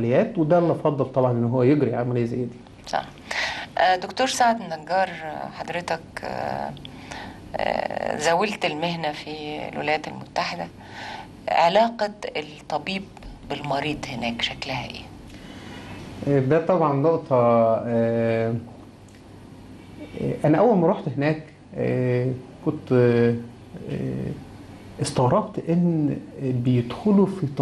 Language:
Egyptian Arabic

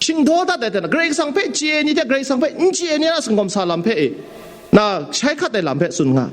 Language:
Kachin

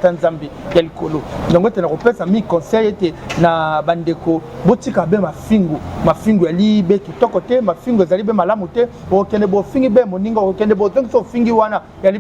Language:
Lingala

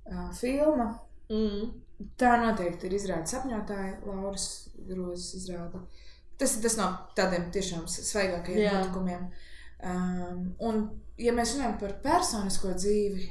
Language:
Latvian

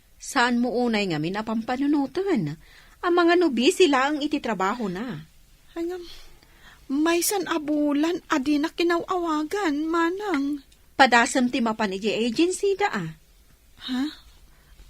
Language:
Iloko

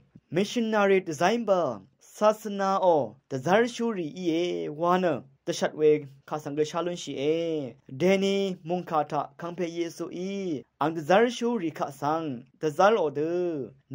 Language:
Rawang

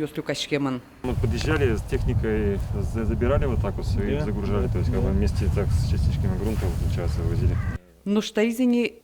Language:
Udmurt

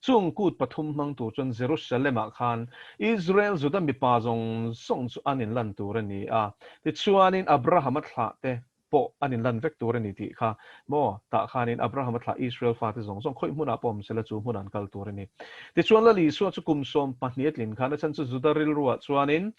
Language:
Mizo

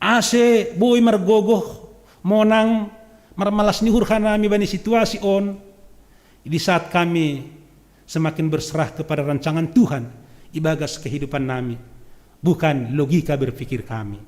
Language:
Batak Simalungun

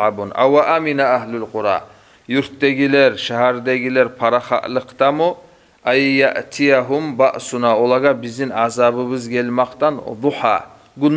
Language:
Kumyk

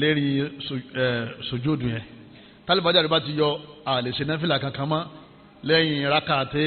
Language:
Yoruba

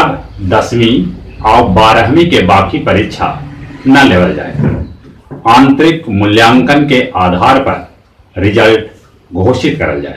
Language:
Magahi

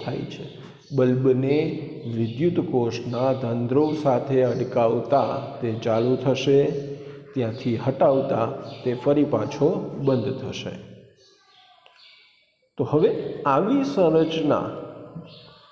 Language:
Gujarati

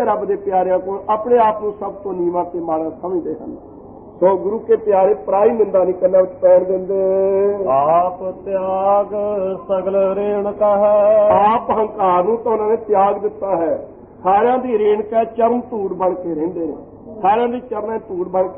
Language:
Punjabi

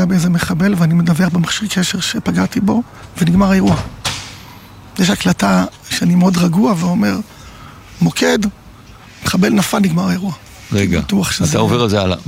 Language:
Hebrew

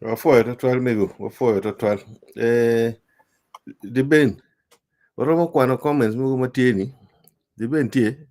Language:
Acoli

